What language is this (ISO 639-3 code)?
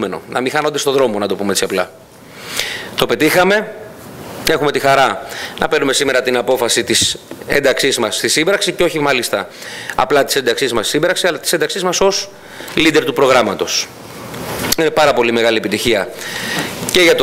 ell